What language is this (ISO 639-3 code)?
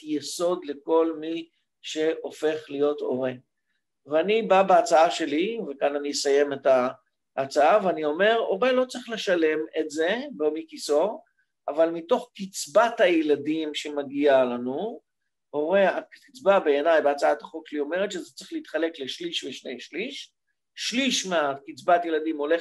heb